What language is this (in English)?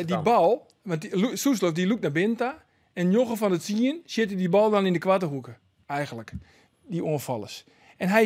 Western Frisian